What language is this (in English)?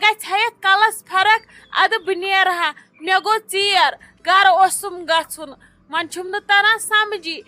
Kashmiri